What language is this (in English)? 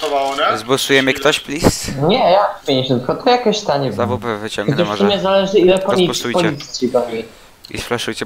Polish